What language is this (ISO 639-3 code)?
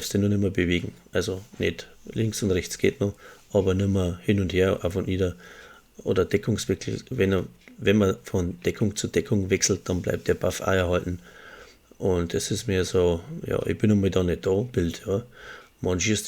bar